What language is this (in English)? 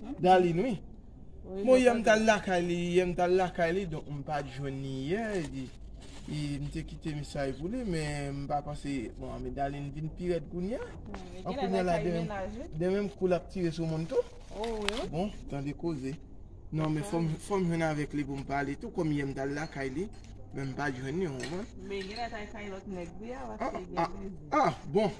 Haitian Creole